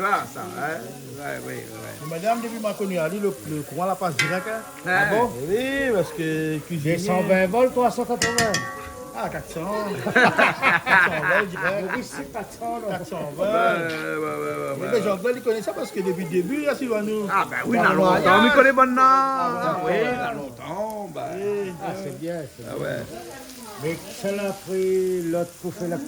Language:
Réunion Creole French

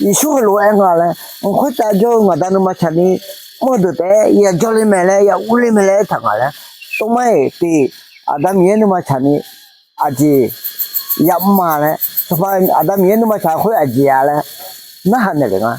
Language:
Akha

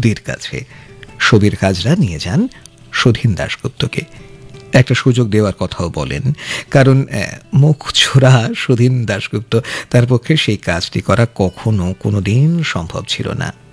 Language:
Bangla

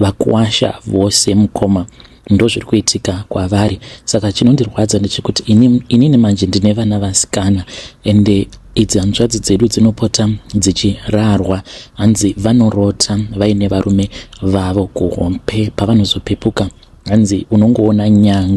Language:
Shona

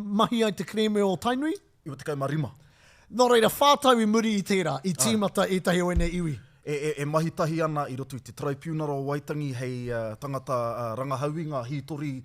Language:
Māori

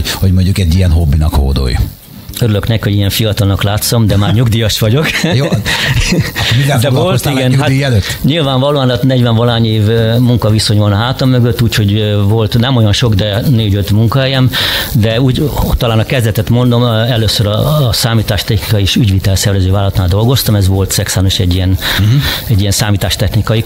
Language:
Hungarian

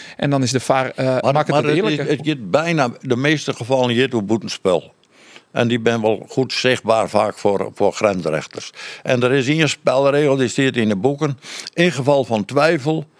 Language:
Western Frisian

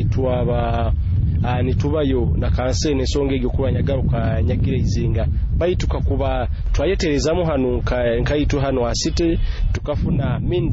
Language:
Nyoro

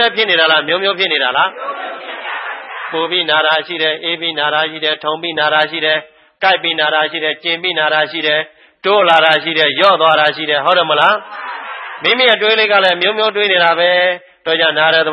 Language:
Burmese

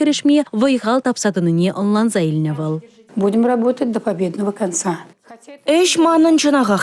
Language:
Chuvash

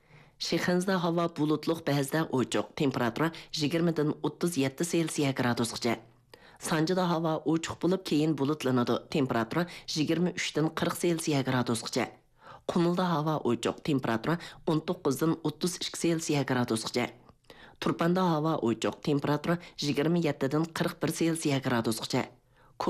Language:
Uyghur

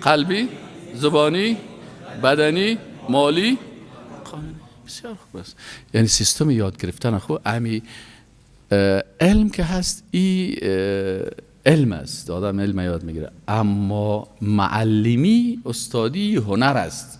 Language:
Persian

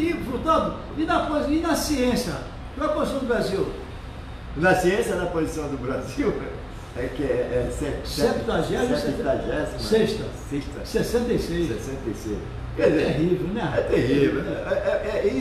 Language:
Portuguese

